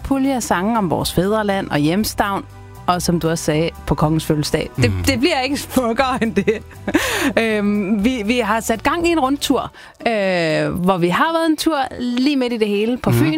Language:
Danish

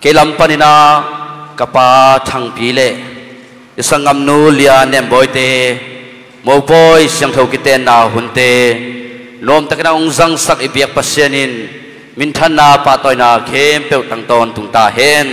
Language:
Tedim Chin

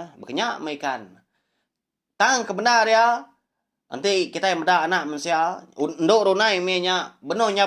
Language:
Iban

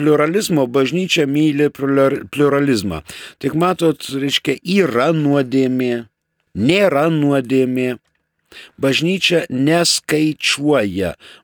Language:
Lithuanian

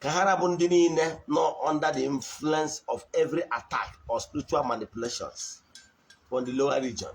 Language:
Igbo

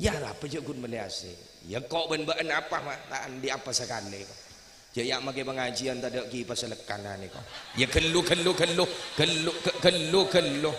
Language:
Madurese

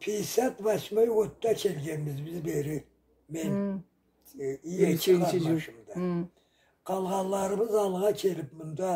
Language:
Karachay-Balkar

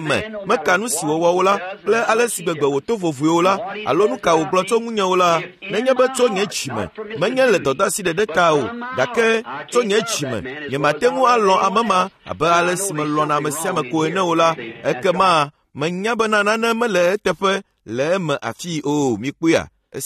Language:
Ewe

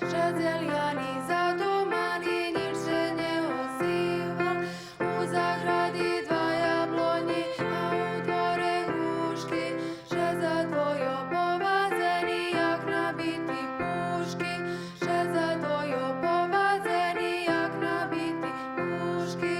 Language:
Rusyn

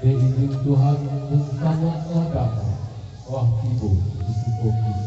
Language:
Minangkabau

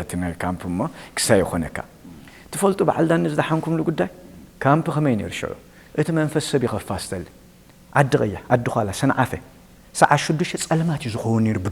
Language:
Tigrinya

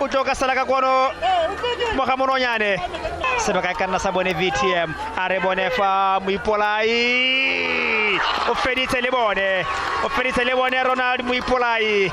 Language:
Tswana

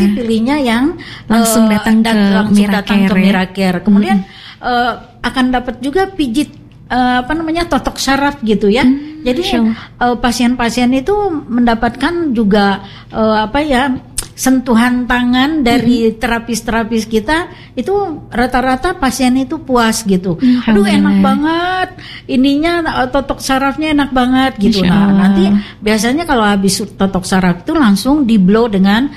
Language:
Indonesian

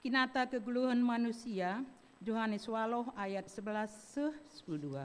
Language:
Batak Karo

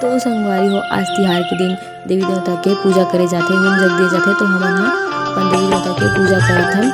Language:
Chhattisgarhi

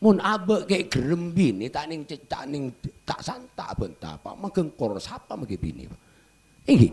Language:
Madurese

